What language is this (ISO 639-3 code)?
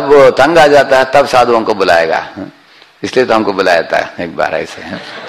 hin